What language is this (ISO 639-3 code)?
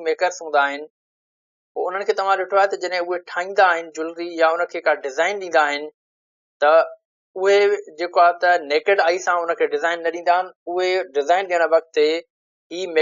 snd